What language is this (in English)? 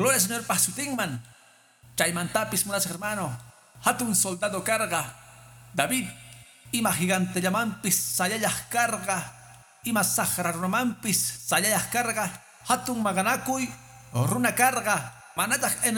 Quechua